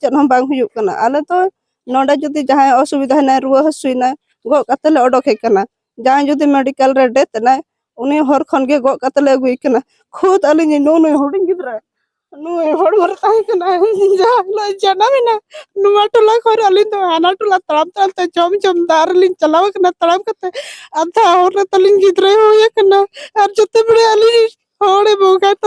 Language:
Santali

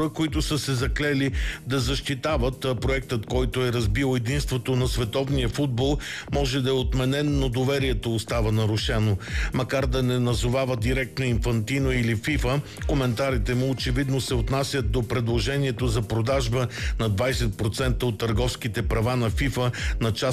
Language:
Bulgarian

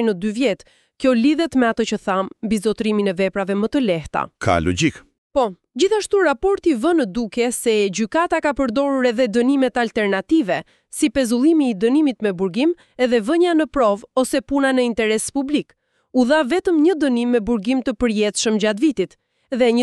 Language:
Albanian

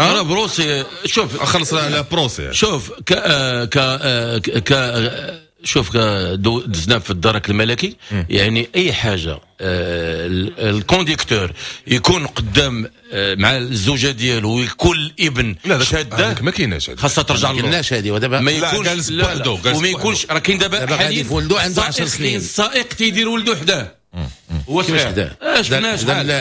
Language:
Moroccan Arabic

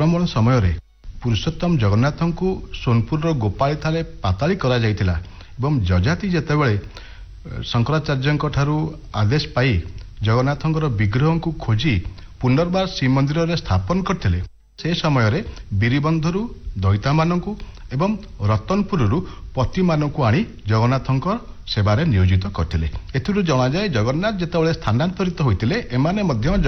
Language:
Odia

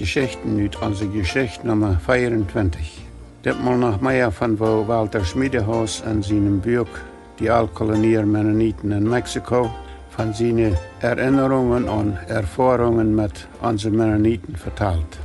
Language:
Plautdietsch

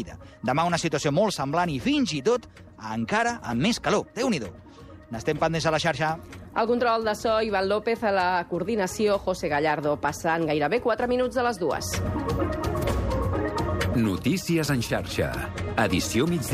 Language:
Catalan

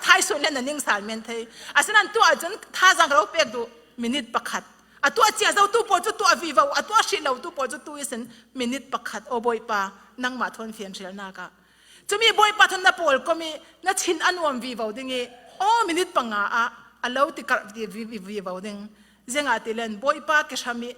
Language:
Falam Chin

